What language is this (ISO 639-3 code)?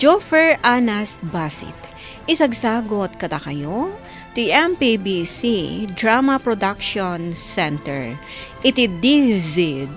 ilo